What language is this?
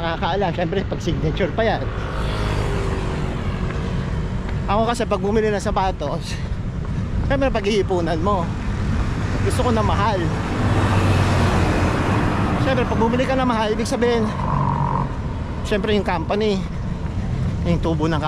Filipino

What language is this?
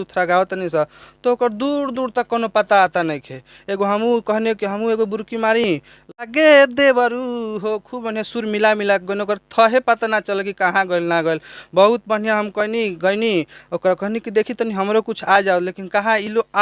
Bhojpuri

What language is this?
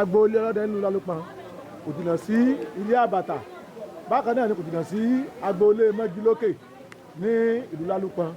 Yoruba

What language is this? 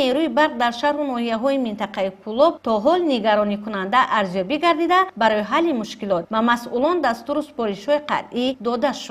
Tajik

